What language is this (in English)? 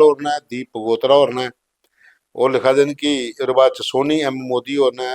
Dogri